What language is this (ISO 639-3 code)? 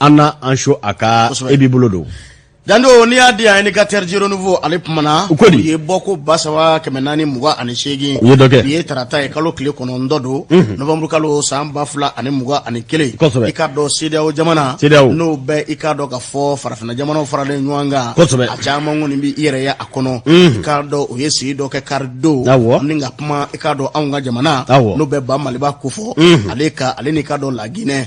bam